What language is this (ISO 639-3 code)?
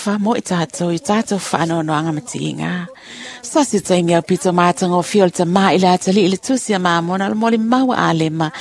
smo